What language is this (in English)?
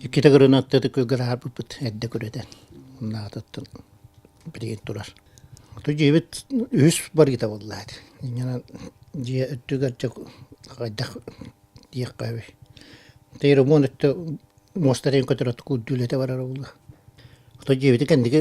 Yakut